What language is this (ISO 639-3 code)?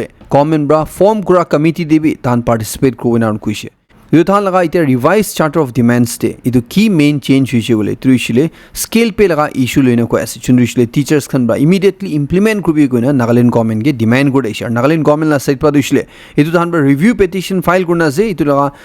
nag